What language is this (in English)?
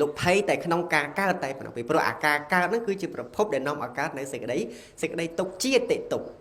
Khmer